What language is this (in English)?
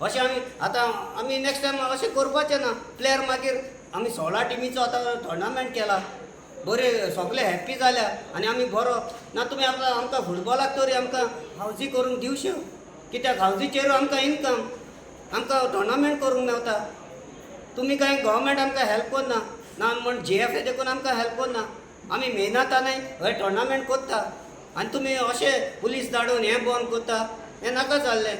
Konkani